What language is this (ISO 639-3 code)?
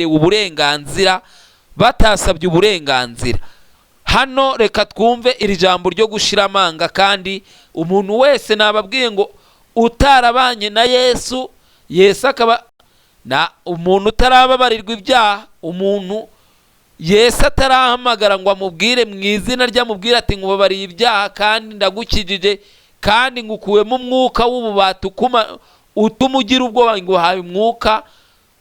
kin